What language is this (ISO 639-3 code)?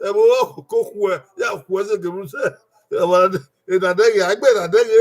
bin